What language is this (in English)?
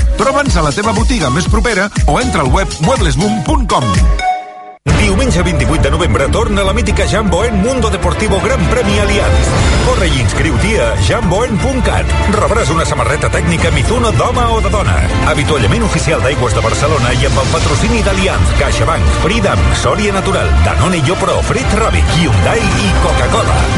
Catalan